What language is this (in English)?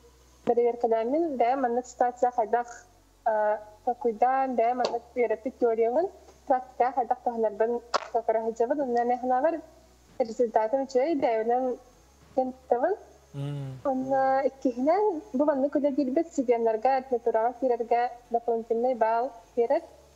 Yakut